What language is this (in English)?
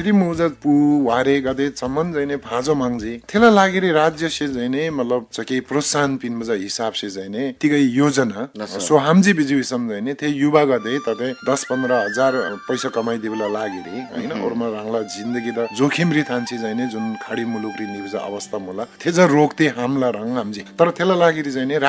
Eastern Tamang